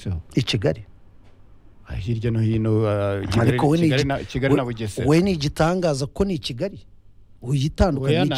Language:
Kinyarwanda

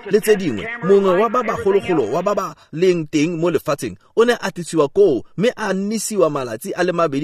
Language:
Tswana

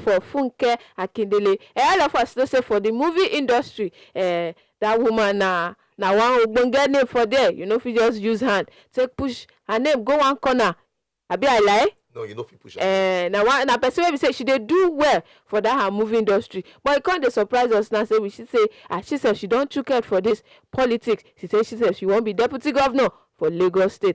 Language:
Nigerian Pidgin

